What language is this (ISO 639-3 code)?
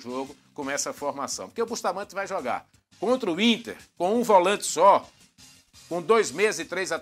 por